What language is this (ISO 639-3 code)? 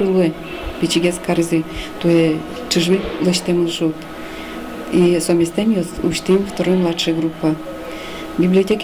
udm